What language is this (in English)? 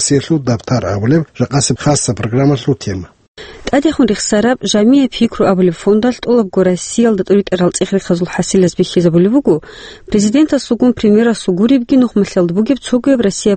Avaric